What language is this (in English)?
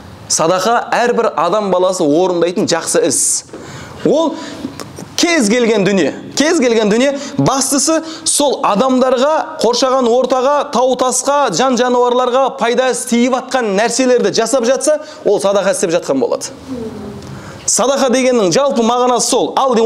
Kazakh